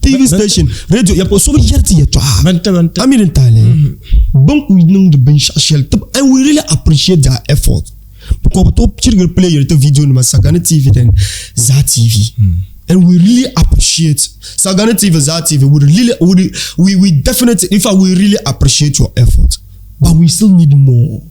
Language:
Dagbani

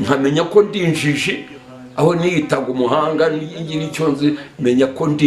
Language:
Kinyarwanda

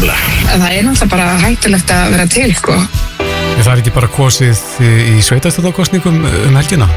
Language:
Icelandic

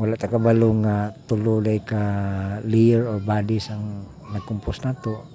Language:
Cebuano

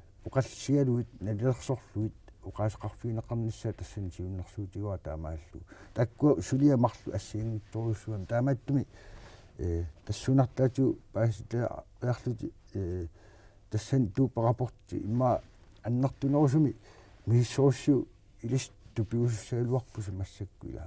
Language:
Kalaallisut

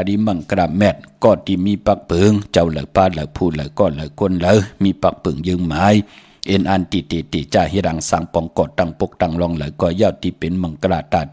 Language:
Shan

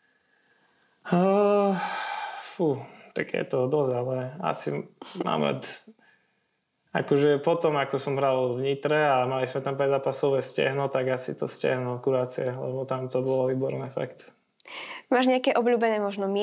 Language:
Slovak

